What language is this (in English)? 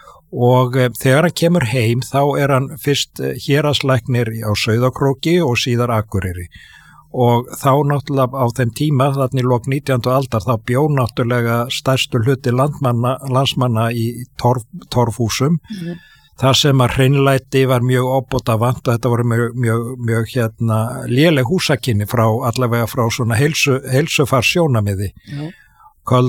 Icelandic